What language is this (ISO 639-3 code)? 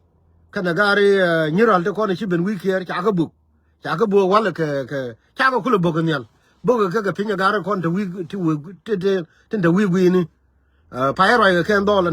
nus